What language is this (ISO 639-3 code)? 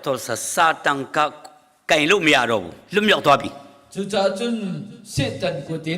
cnh